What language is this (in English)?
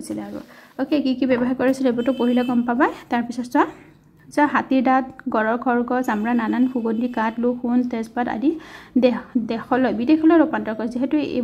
Assamese